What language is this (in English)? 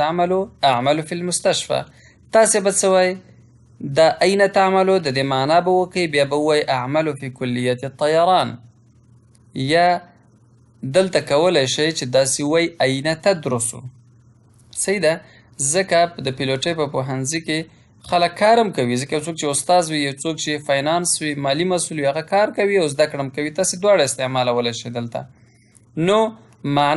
Pashto